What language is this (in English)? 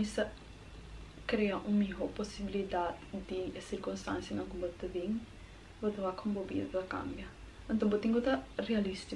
Papiamento